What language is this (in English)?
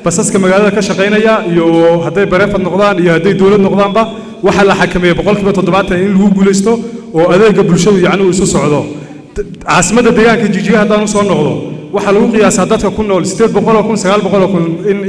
Somali